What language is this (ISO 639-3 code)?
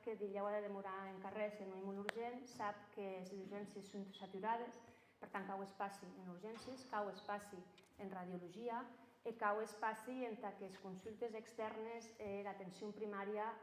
oci